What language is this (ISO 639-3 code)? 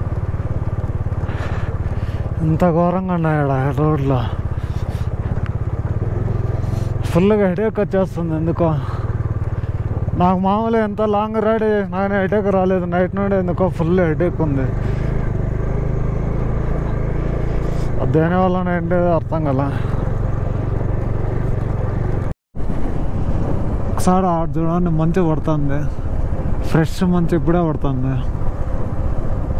tel